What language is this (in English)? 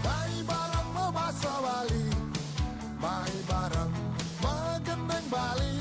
Balinese